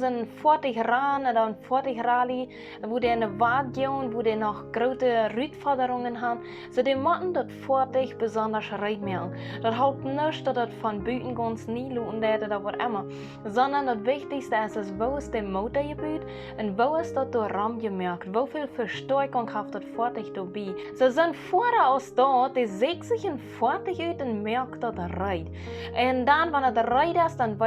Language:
Plautdietsch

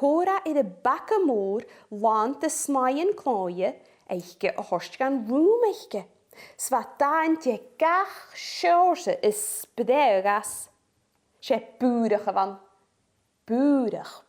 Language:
Scottish Gaelic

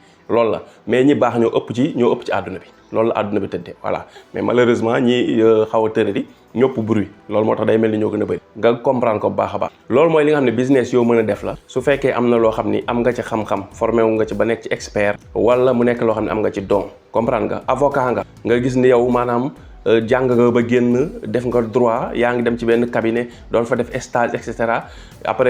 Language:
Wolof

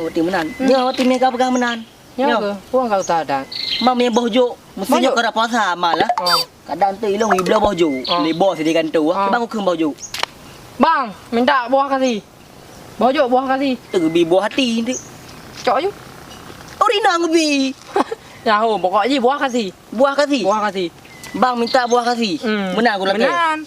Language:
Achinese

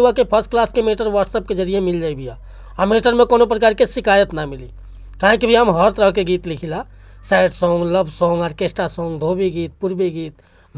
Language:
Bhojpuri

